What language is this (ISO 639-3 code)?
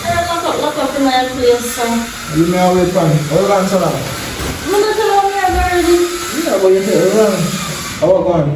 jam